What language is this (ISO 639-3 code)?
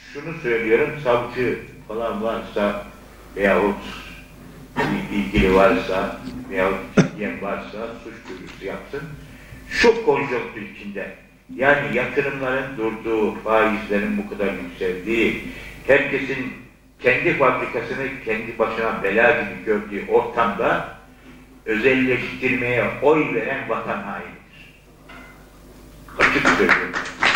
tur